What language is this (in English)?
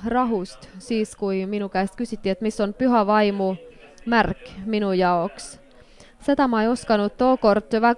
Estonian